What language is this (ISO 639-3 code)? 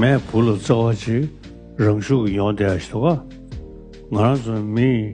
bod